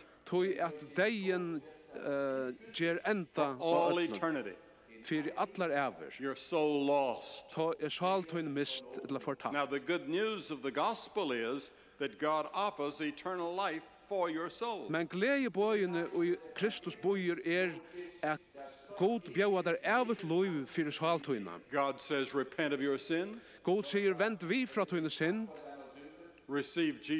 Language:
Faroese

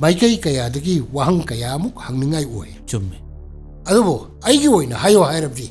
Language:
Manipuri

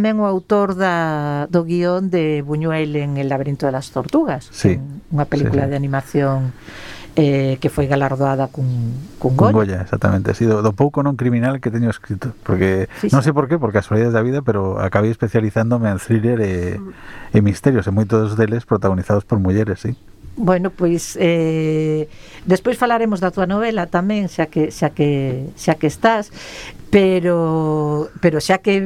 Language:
Galician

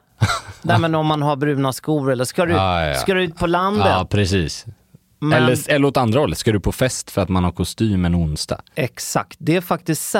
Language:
Swedish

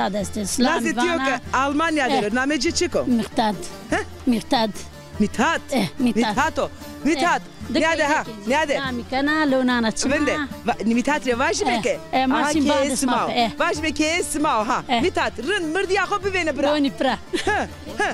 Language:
Zaza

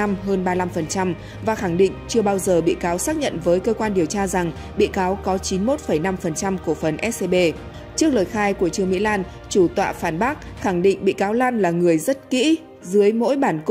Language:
Vietnamese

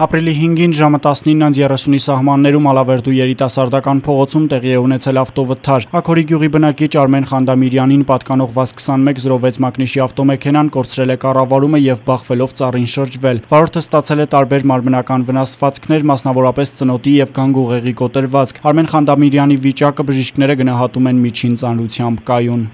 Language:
Armenian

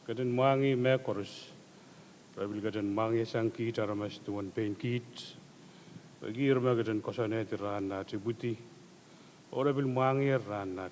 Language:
Pohnpeian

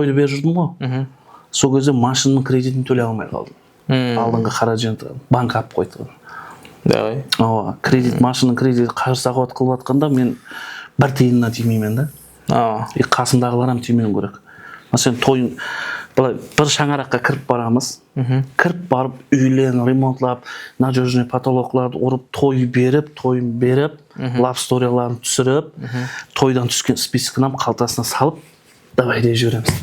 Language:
Kara-Kalpak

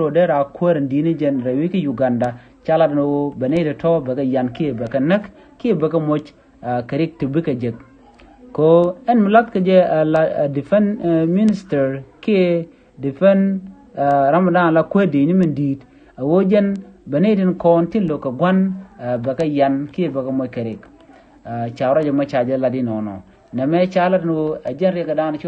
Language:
Nuer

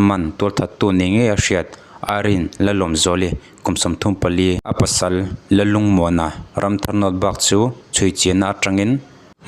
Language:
Mizo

